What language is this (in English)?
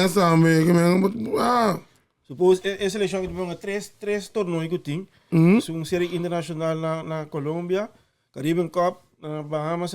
Papiamento